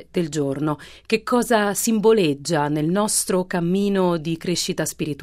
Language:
Italian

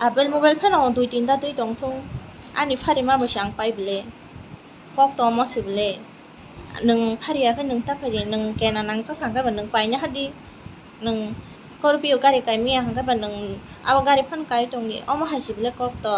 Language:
Kok Borok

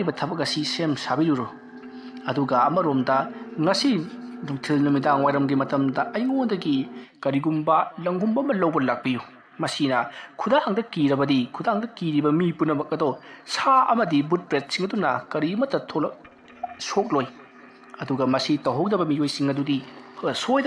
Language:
Manipuri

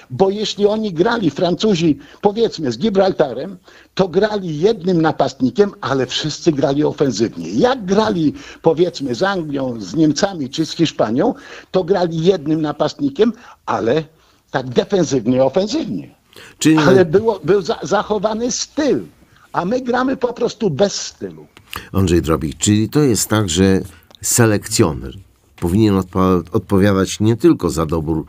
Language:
Polish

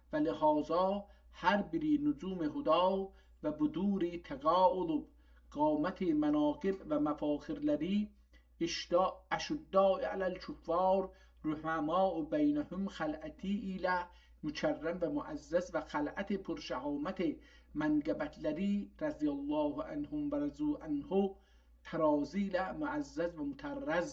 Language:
South Azerbaijani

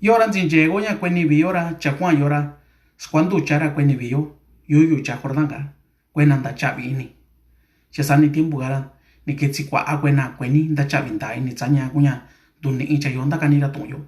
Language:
Mixtepec Mixtec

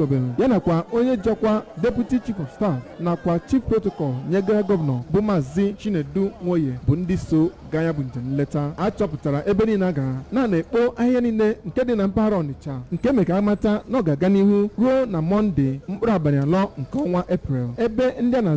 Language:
Igbo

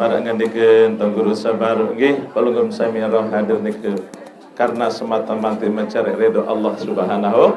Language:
Sasak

